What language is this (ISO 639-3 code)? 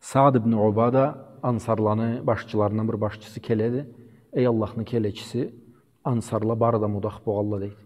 krc